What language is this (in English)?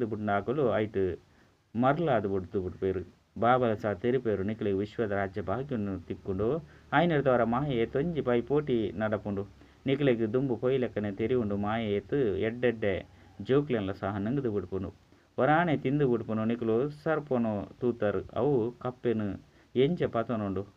Tulu